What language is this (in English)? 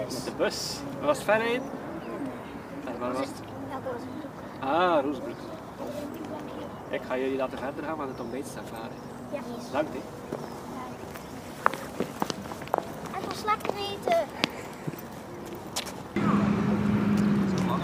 Dutch